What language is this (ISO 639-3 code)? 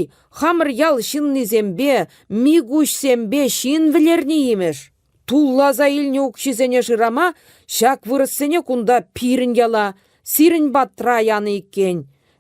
chv